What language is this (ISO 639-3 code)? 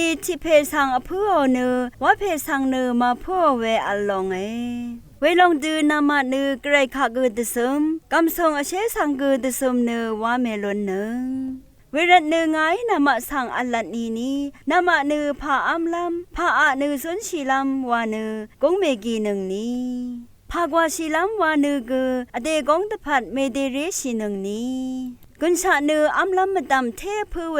raw